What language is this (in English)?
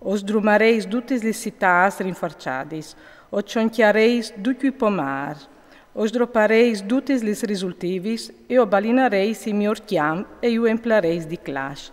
Friulian